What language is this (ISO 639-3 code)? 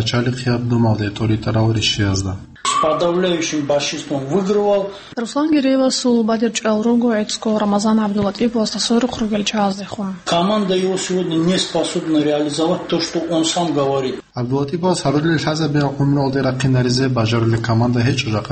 ava